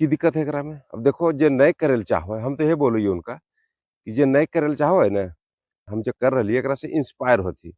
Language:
Magahi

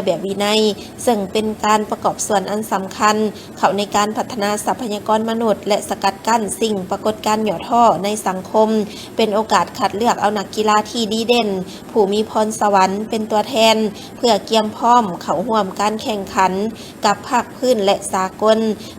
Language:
Lao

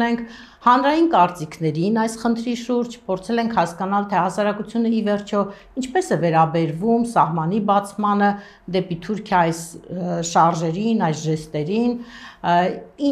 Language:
Armenian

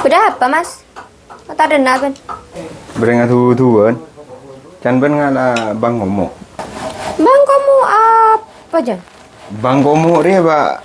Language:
Madurese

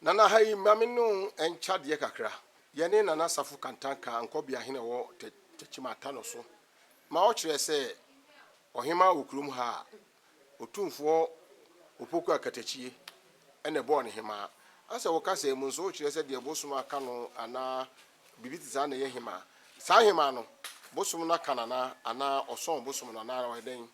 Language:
Akan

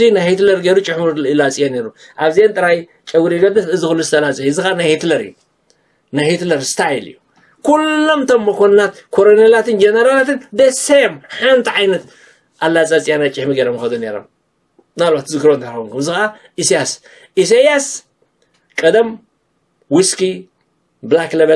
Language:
Tigrinya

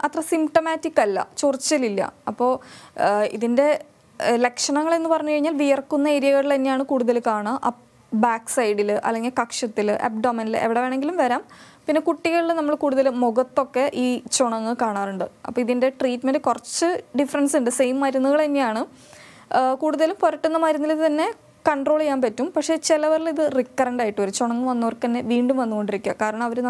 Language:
Malayalam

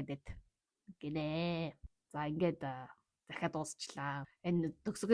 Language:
Mongolian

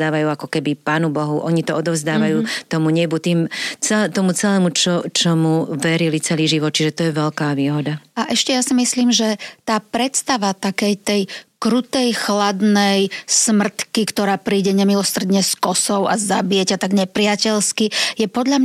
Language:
Slovak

